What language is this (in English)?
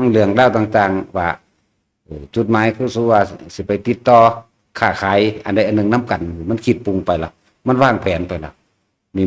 Northeastern Thai